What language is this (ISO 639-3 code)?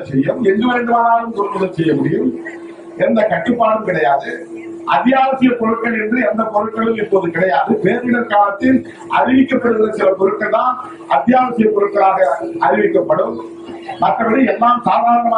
tam